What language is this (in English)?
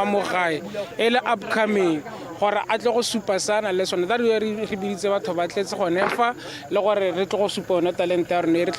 Tswana